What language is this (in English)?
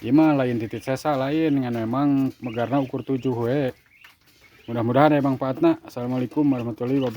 Sundanese